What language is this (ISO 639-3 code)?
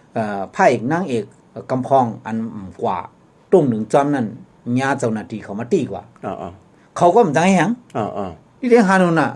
shn